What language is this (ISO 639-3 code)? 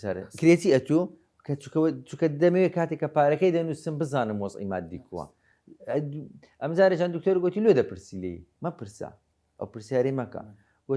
ckb